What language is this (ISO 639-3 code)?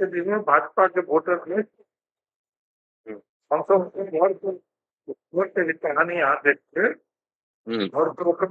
mai